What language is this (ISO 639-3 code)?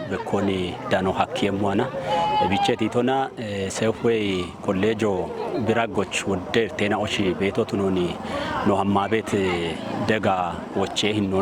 kbr